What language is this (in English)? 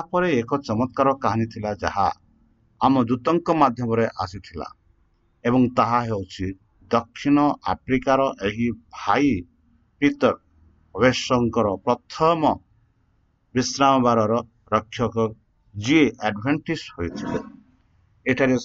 Odia